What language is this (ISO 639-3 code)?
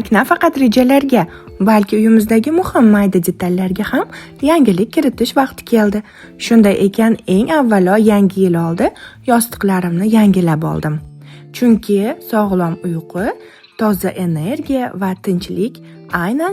uzb